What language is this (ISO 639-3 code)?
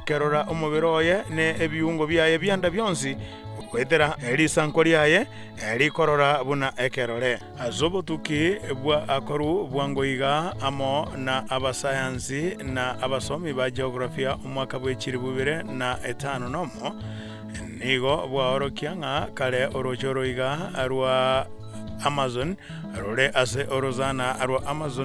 guz